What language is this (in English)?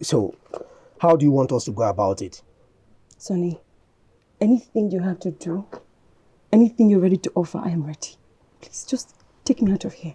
Nigerian Pidgin